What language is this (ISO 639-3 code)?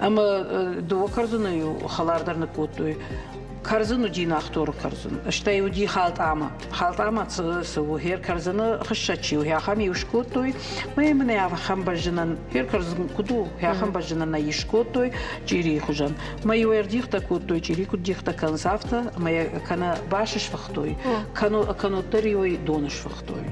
oss